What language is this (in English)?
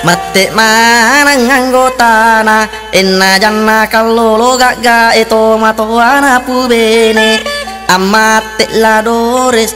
Buginese